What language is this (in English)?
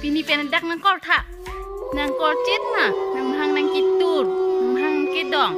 Karbi